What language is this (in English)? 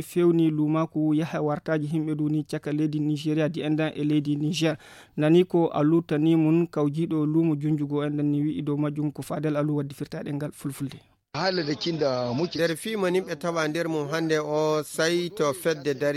Fula